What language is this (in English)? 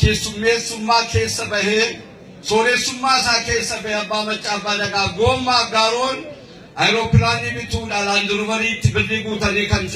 Oromo